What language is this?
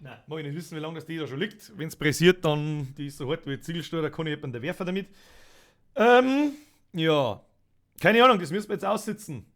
Bavarian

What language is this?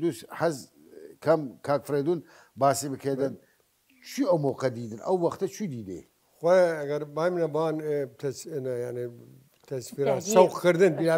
Southern Kurdish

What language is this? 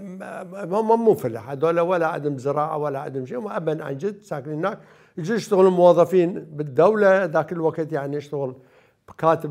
Mesopotamian Arabic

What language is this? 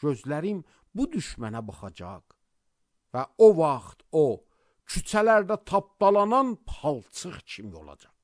Azerbaijani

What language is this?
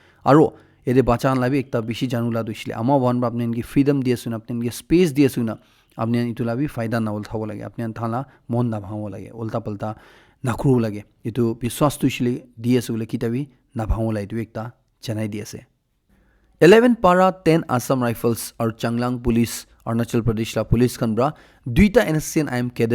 Naga Pidgin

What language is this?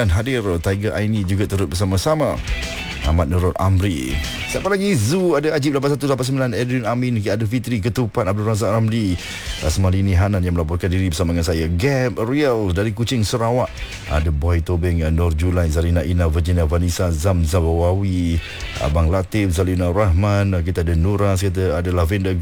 Malay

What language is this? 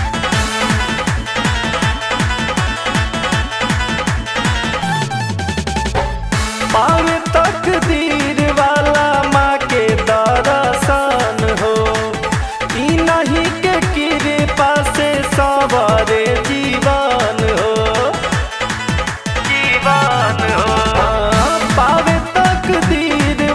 Bhojpuri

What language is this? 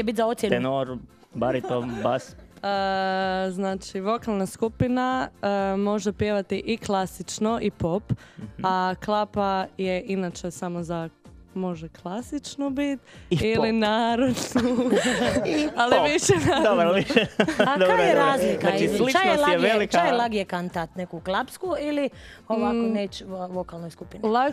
Croatian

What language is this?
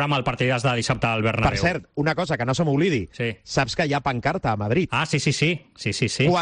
Catalan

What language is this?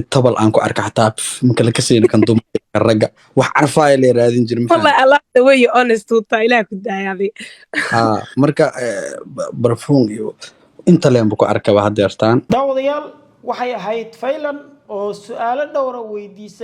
Somali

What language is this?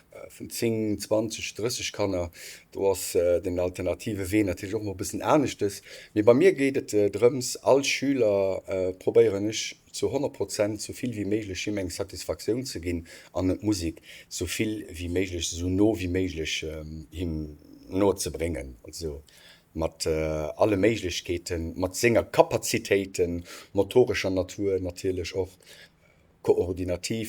Luxembourgish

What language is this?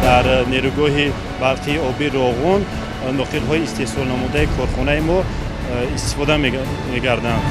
Tajik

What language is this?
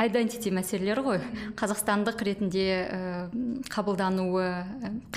Kazakh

